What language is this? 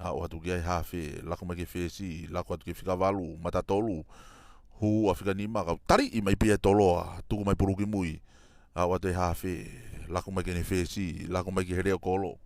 Tongan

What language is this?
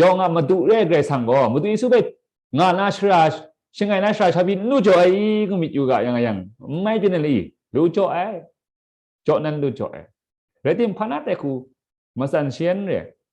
Kachin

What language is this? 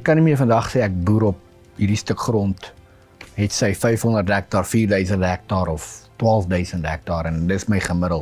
Afrikaans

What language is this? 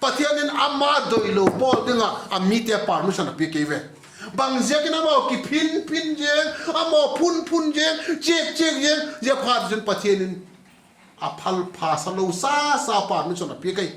Vaiphei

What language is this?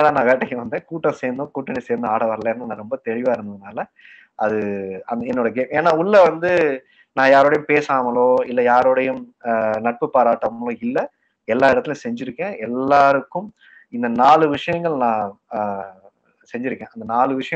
Tamil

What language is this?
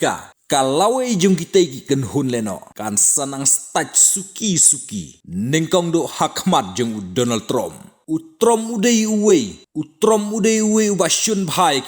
Khasi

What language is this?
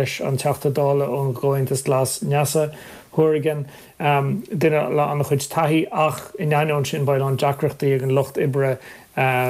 Irish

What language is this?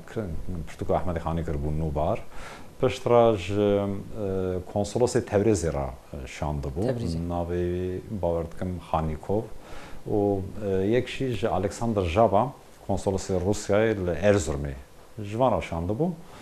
Kurdish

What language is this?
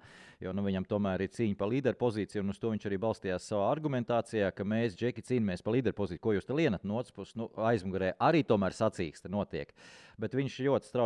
Latvian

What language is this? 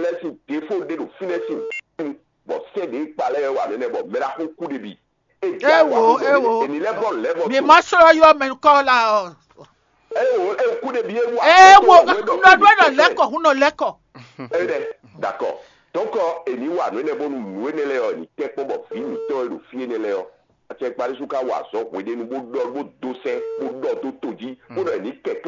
Fon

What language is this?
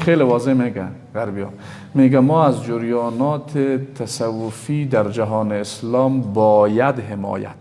Persian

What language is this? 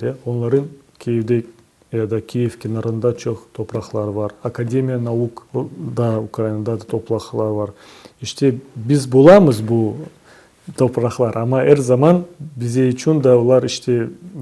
Crimean Tatar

